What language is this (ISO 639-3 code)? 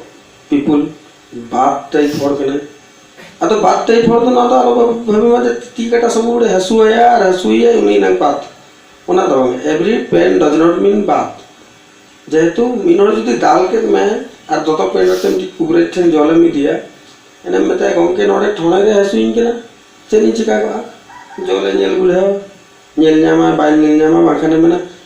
sat